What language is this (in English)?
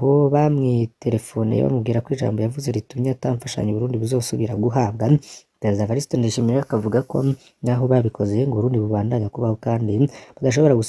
Rundi